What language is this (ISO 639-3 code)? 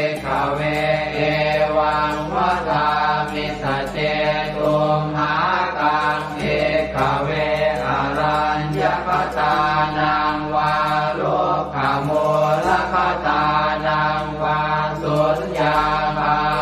pli